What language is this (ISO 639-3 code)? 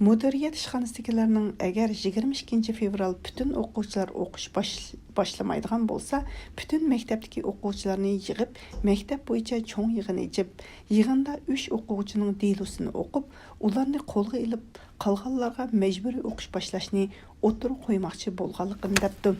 uig